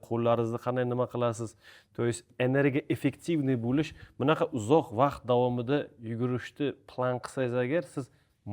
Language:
Uzbek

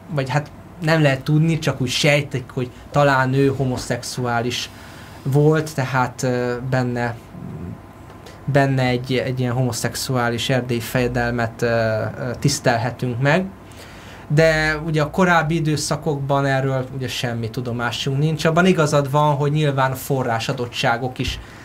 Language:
Hungarian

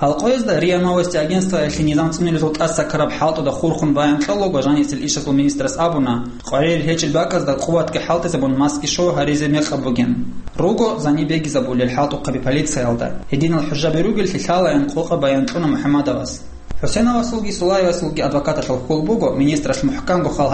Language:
Avaric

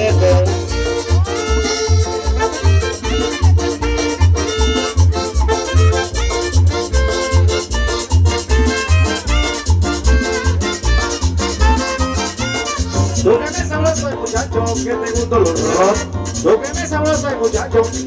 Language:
Spanish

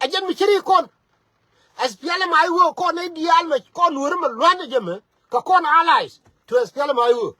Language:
Nuer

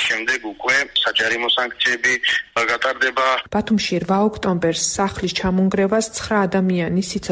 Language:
Georgian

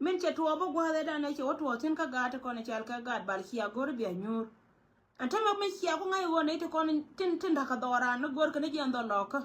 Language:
Nuer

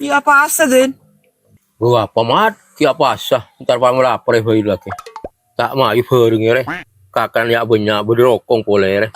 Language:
Madurese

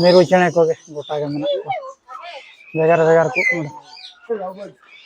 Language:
Santali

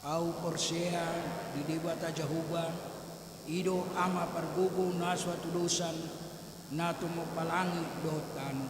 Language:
Batak Toba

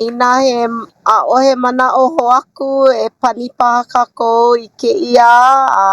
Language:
Hawaiian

